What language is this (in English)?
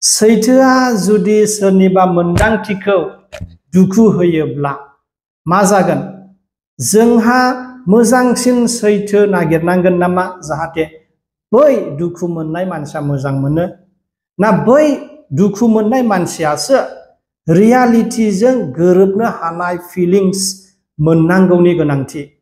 Bodo